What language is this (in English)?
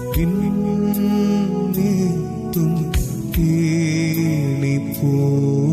Malayalam